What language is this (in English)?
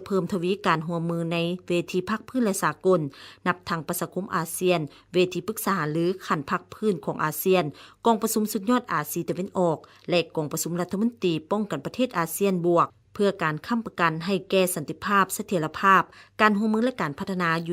Lao